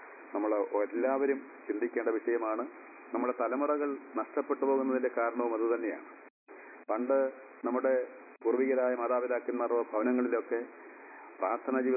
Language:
Malayalam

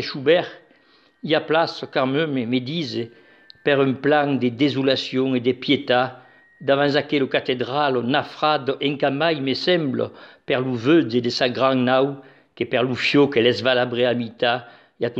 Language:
Occitan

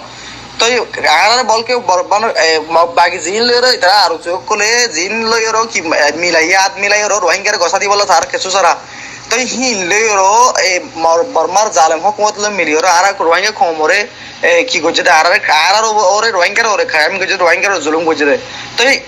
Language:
Rohingya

